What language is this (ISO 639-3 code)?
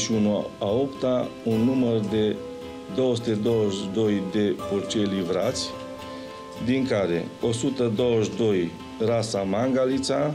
ron